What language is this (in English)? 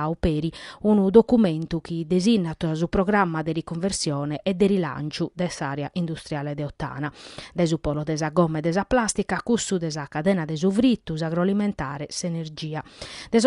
Sardinian